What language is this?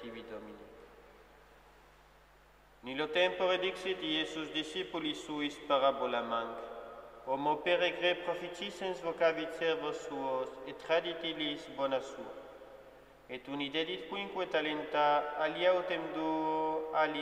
Latin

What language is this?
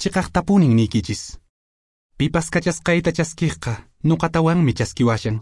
Quechua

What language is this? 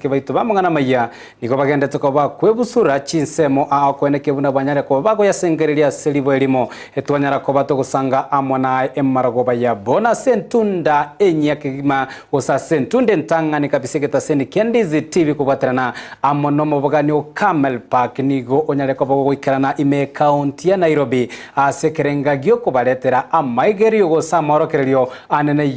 Gusii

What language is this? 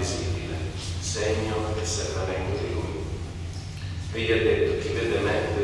Italian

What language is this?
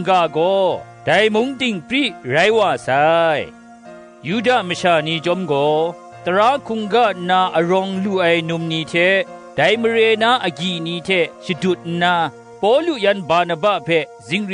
Kachin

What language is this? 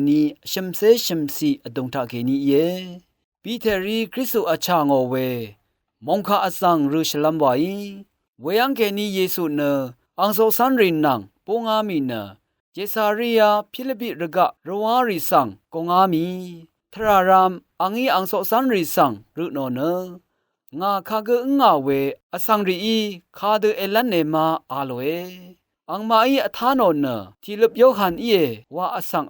Rawang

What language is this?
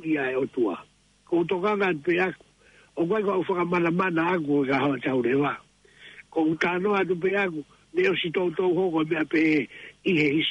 Tongan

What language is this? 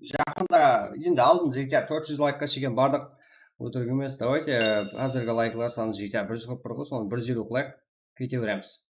Kara-Kalpak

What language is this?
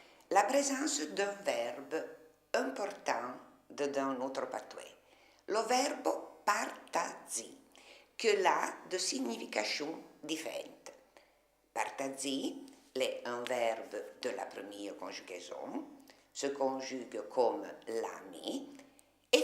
Arpitan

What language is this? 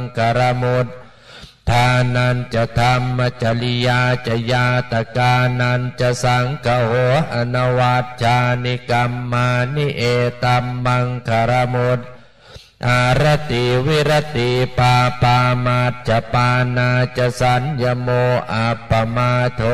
Pali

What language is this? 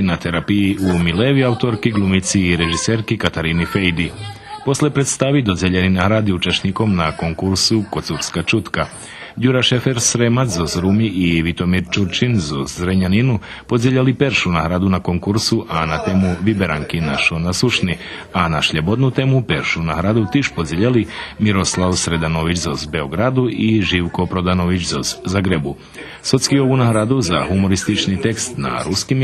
Rusyn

